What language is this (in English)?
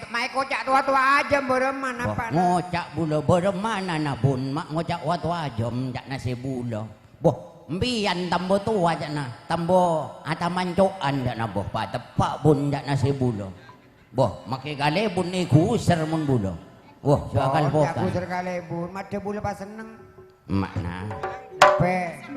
Madurese